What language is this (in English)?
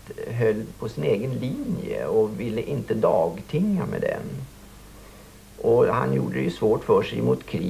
Swedish